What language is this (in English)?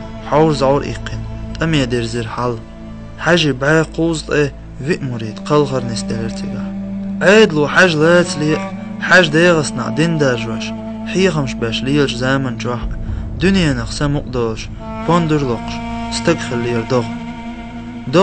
Chechen